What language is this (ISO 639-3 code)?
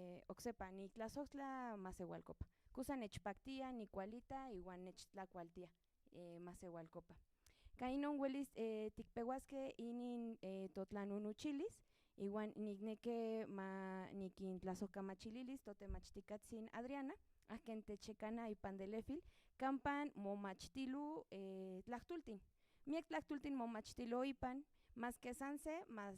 nhn